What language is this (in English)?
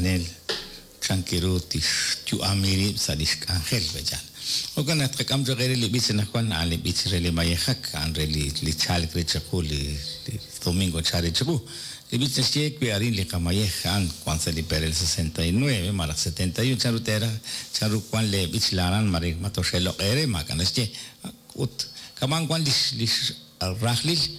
Kekchí